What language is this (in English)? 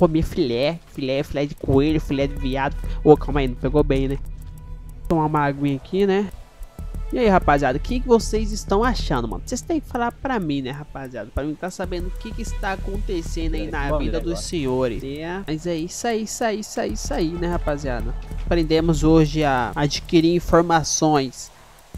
Portuguese